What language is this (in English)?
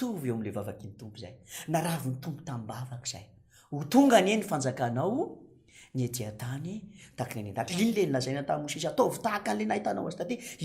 Malagasy